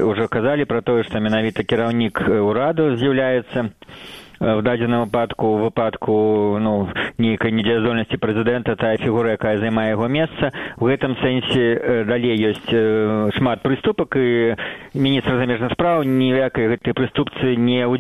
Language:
Belarusian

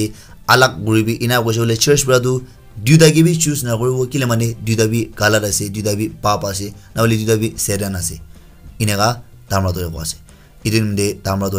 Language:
Naga Pidgin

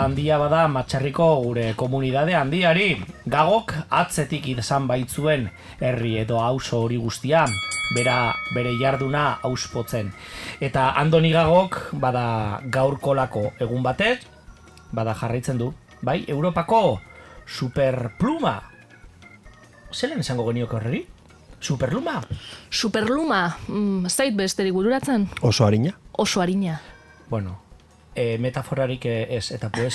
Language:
Basque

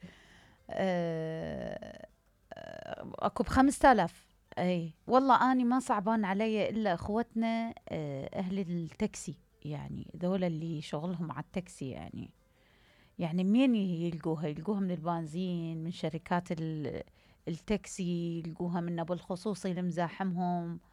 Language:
Mesopotamian Arabic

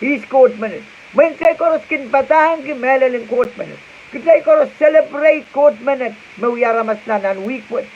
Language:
Pohnpeian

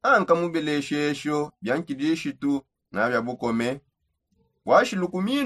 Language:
Songe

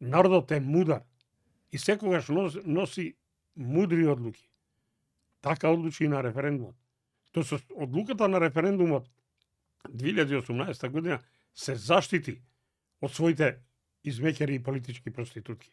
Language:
Macedonian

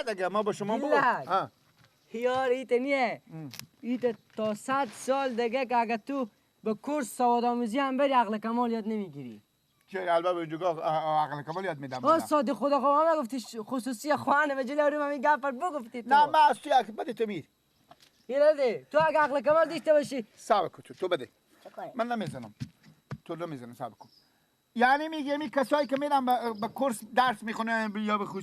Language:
Persian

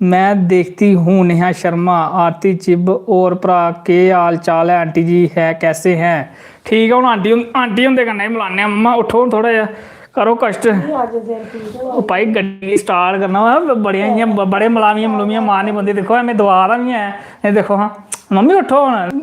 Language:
Dogri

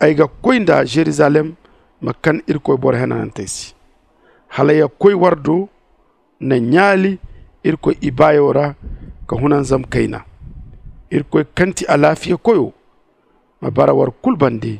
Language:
Zarma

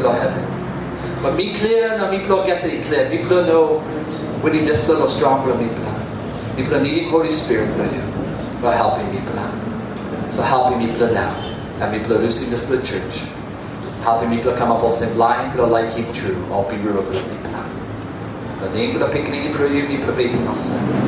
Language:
Tok Pisin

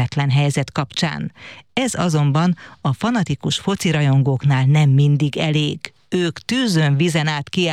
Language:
Hungarian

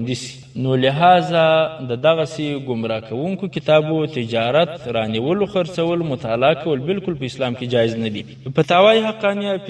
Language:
Pashto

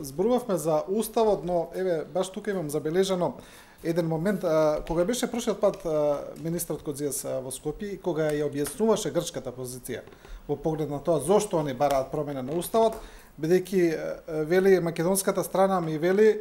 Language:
Macedonian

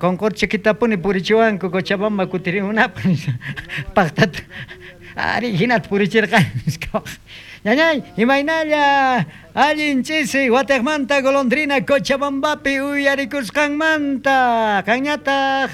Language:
South Bolivian Quechua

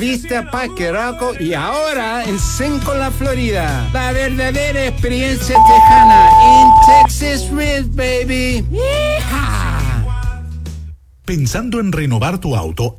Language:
Spanish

